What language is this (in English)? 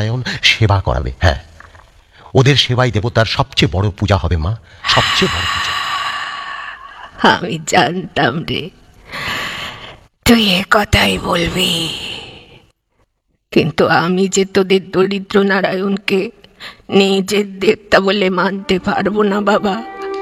Bangla